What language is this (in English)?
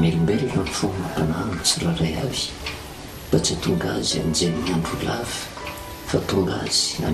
Malagasy